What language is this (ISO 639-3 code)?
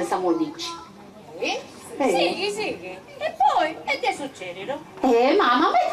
srd